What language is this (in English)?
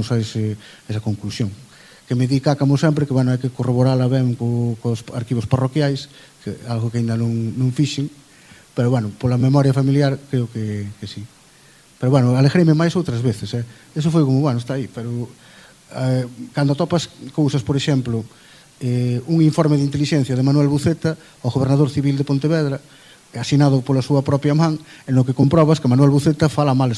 Galician